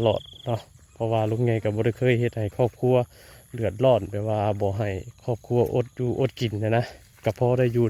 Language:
Northeastern Thai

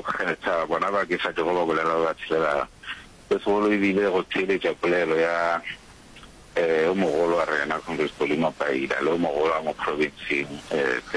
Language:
Northern Sotho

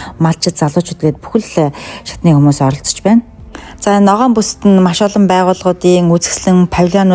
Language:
Mongolian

